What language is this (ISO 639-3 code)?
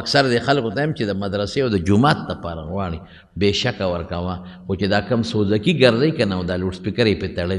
pus